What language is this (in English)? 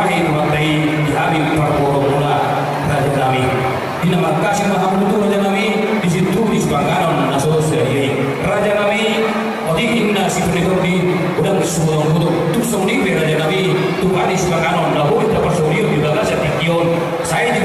Batak Toba